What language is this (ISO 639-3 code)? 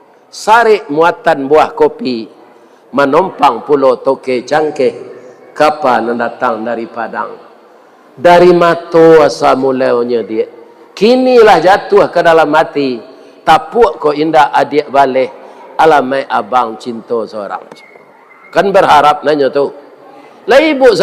min